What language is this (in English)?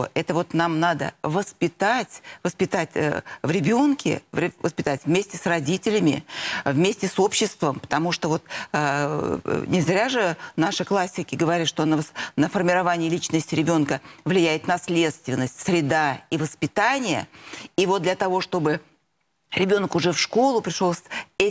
Russian